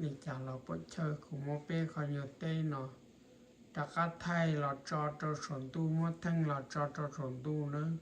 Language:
Hmong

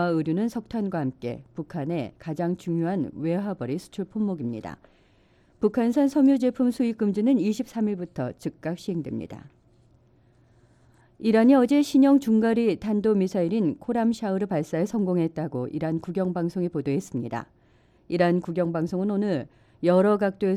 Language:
Korean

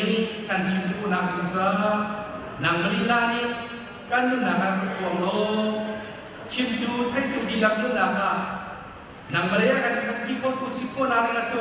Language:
Hakha Chin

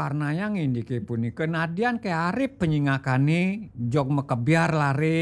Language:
Balinese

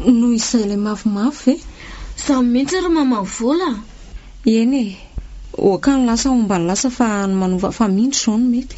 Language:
Malagasy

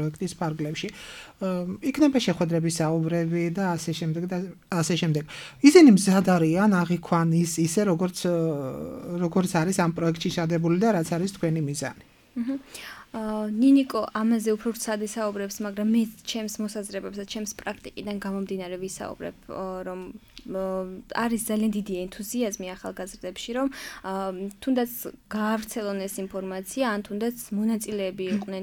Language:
Georgian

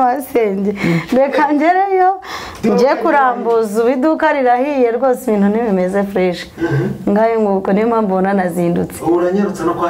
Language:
Kinyarwanda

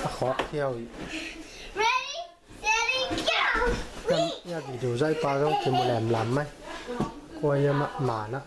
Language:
Tedim Chin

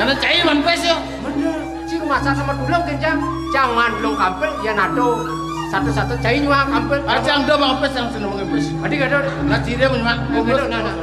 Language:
Balinese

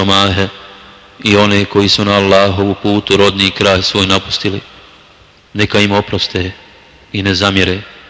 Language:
Bosnian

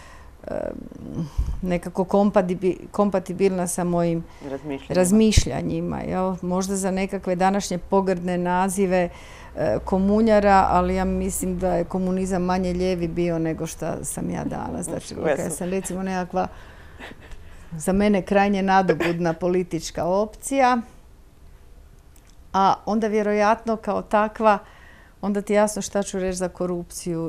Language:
Croatian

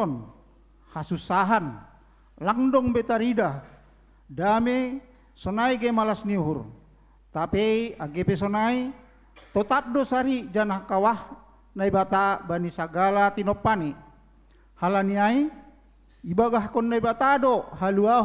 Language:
Batak Simalungun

